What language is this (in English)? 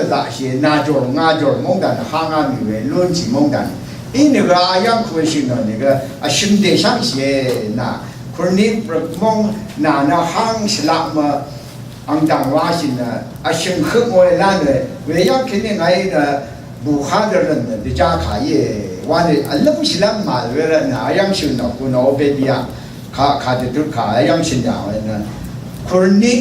Rawang